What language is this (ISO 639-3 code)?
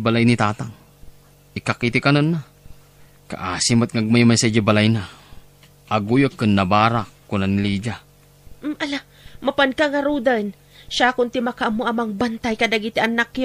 ilo